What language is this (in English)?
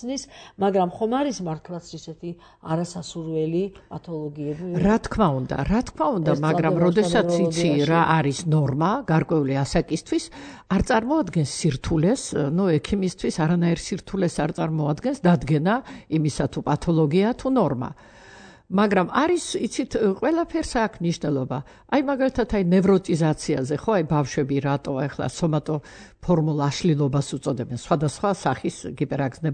Georgian